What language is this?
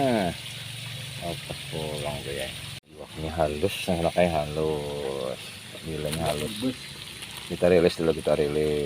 Banjar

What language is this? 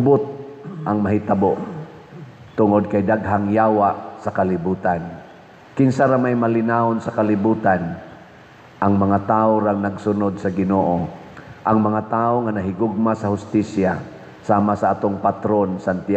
Cebuano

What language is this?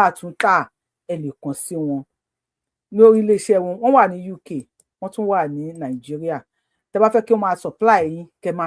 Yoruba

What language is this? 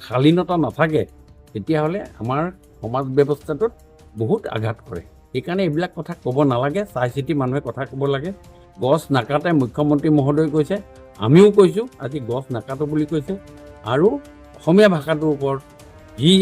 Assamese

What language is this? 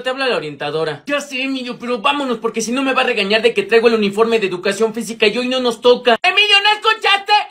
Spanish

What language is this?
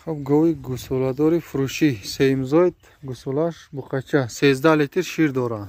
Tajik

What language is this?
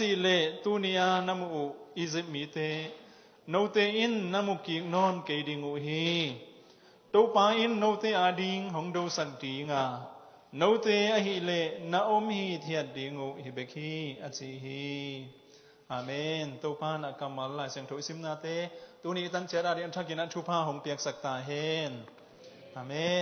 Tedim Chin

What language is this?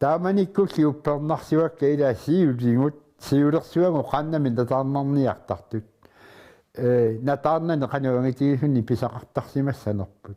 Kalaallisut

